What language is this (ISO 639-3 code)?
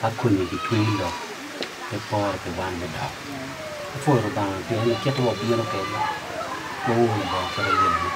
ach